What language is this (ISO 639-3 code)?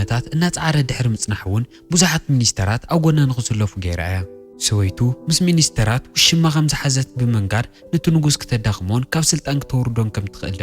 tir